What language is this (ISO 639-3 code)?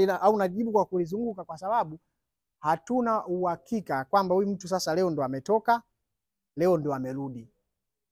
swa